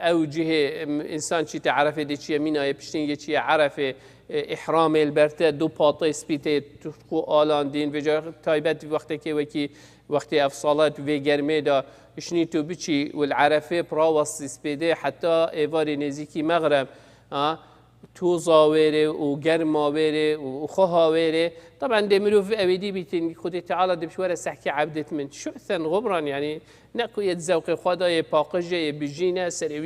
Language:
Kurdish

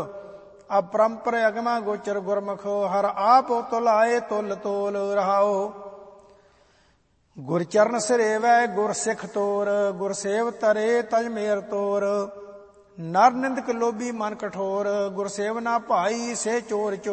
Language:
Punjabi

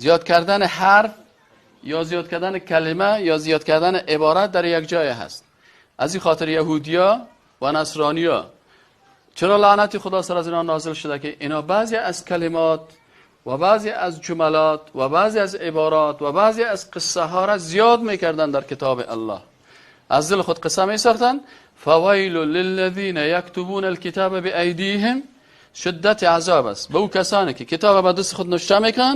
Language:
Persian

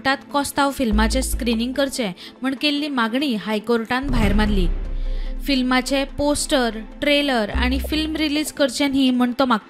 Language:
Konkani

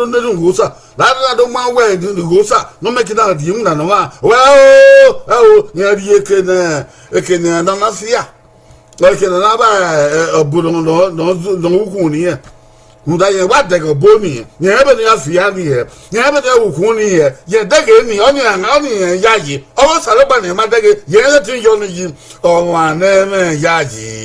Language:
Bini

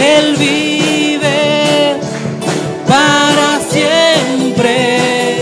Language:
Aymara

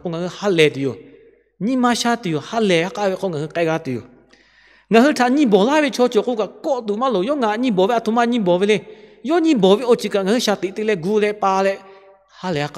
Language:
Lahu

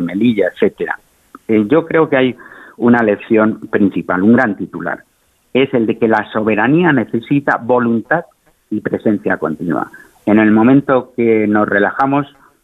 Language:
Spanish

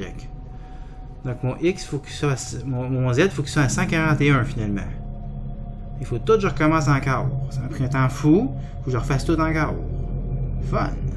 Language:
French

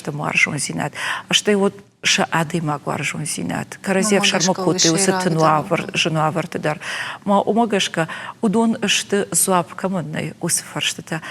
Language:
Ossetic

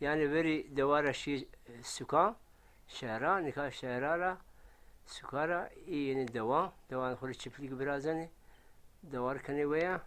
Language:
Zaza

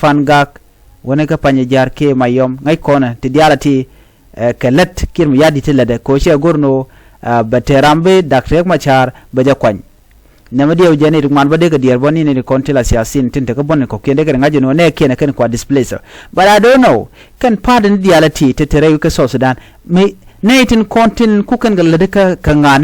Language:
Nuer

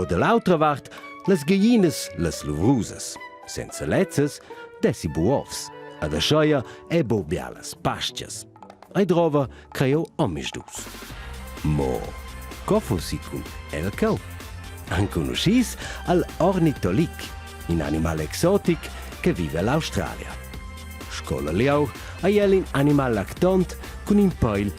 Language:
Romansh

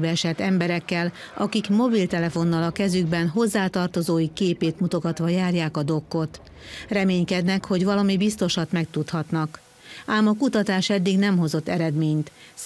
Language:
Hungarian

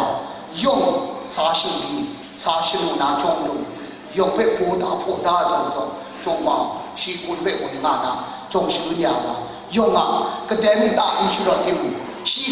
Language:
Kachin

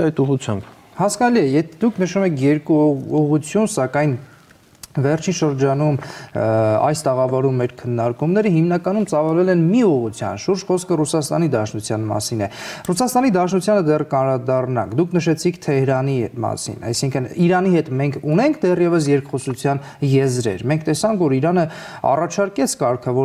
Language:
Armenian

